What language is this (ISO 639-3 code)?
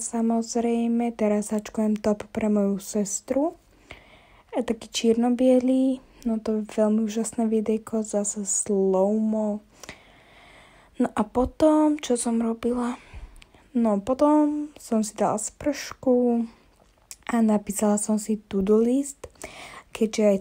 slk